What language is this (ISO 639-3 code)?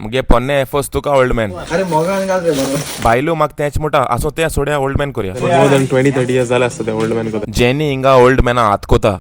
kok